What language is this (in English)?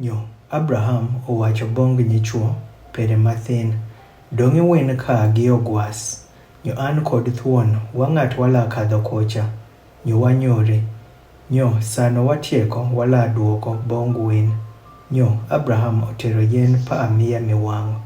Adhola